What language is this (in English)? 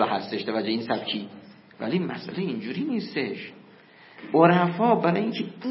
Persian